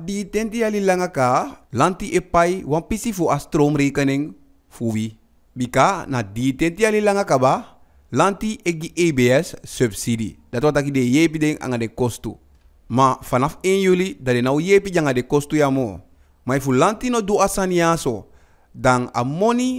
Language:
Eastern Maroon Creole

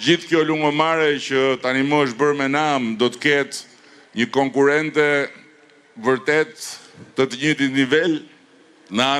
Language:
Albanian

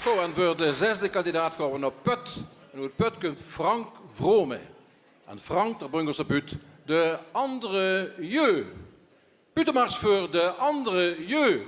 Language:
Limburgish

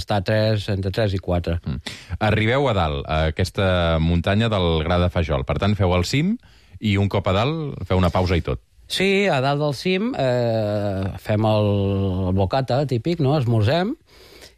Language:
Catalan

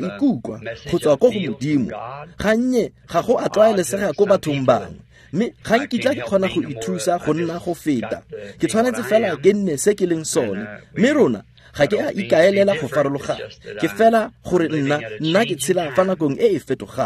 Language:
Tswana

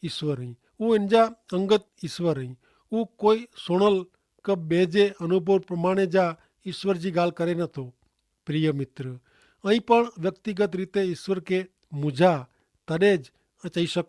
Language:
Kachhi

